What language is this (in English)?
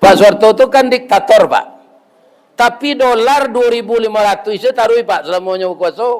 Minangkabau